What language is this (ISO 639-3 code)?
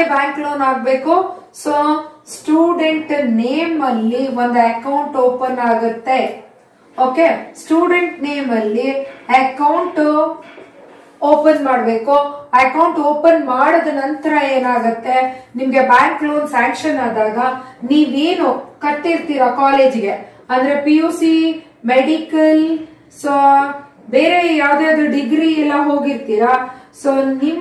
kan